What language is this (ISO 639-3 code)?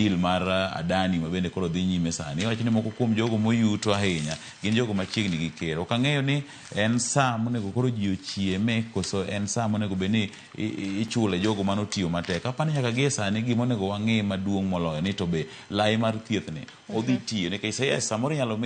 luo